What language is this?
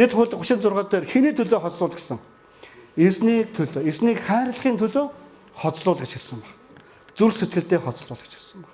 Mongolian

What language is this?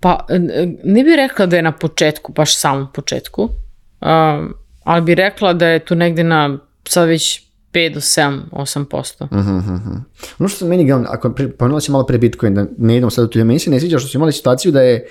Serbian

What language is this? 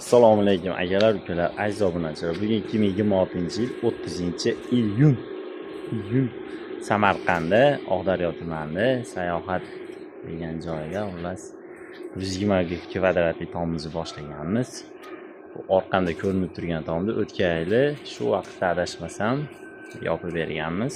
Uzbek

